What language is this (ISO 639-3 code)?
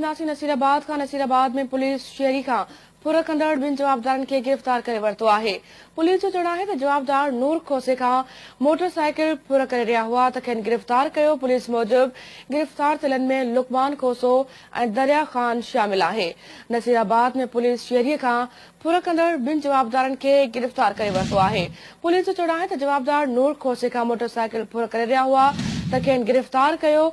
snd